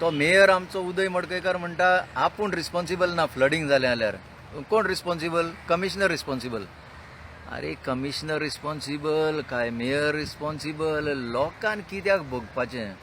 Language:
Konkani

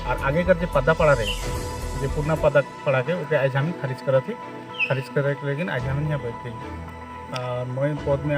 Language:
Sadri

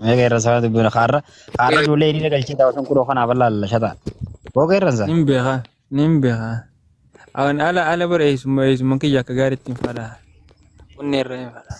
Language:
Oromo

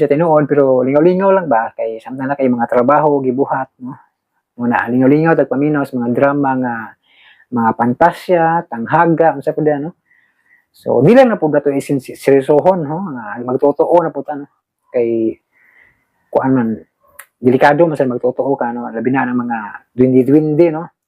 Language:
Cebuano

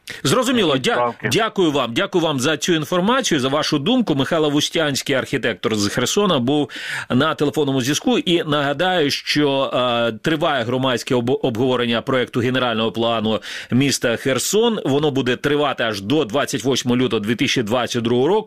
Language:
Ukrainian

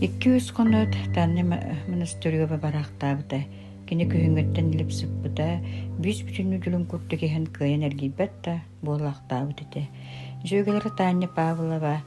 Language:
Yakut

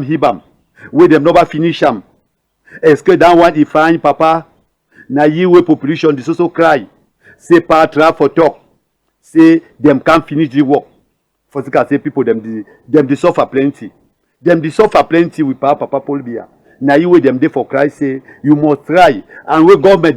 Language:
Cameroon Pidgin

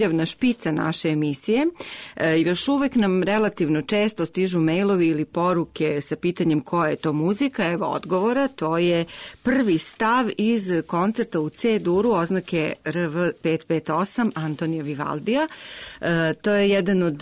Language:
Serbian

